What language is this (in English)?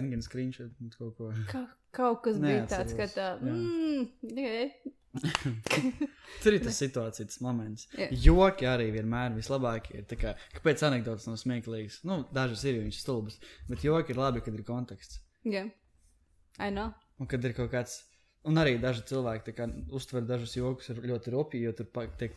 Latvian